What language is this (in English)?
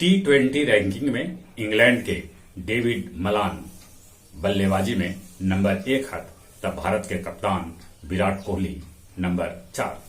Magahi